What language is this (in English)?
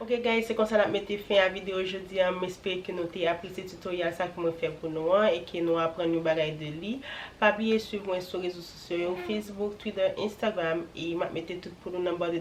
Haitian Creole